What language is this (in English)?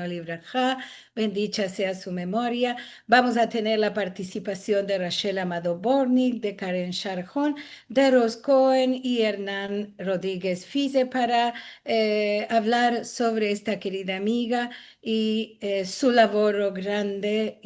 Ladino